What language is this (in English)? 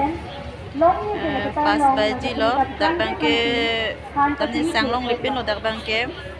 Karbi